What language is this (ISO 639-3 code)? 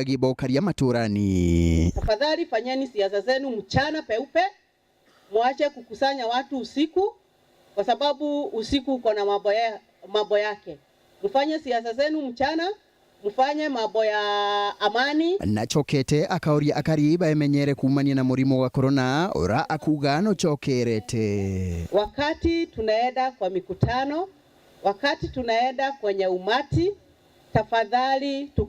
mer